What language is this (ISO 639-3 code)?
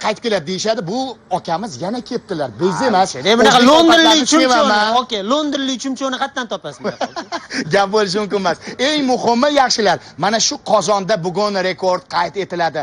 uzb